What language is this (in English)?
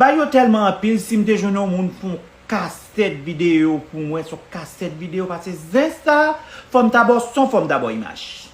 Haitian Creole